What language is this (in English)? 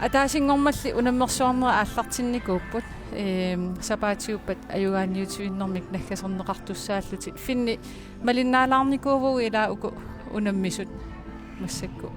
Kalaallisut